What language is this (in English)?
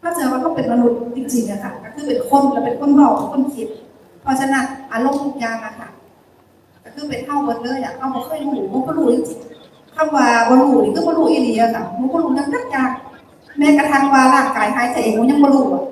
Northeastern Thai